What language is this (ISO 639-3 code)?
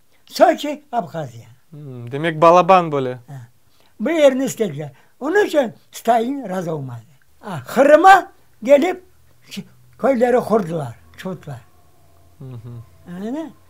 crh